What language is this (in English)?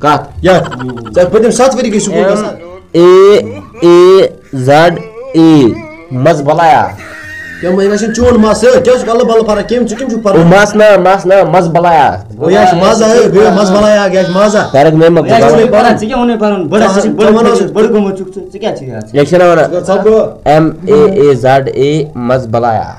Kashmiri